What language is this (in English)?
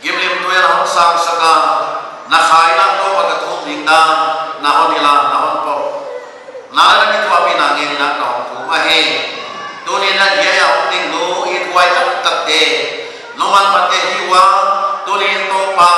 Paite Chin